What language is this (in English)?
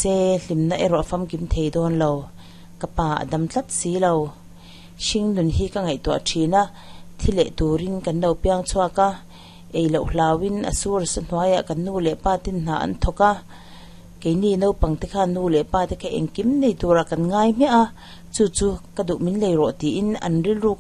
Mizo